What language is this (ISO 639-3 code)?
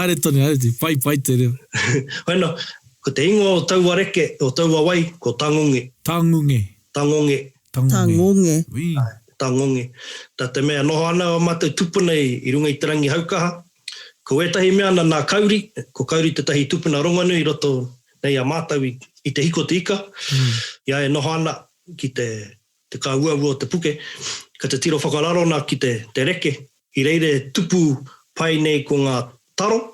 mri